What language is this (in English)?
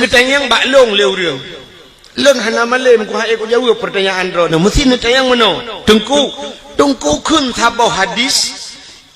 Achinese